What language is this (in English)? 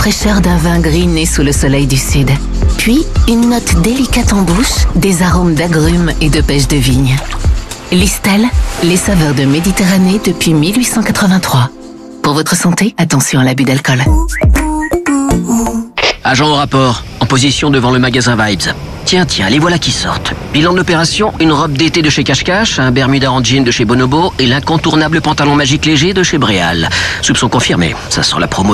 French